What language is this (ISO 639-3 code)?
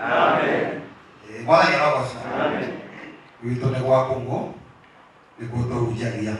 kik